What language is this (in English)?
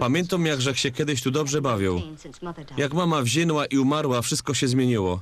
Silesian